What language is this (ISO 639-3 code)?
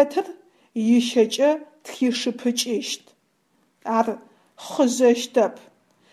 ady